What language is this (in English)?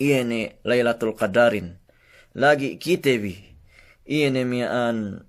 Yakan